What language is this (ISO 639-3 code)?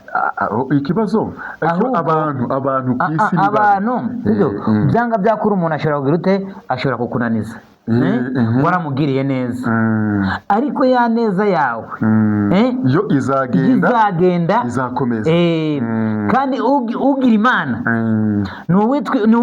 kin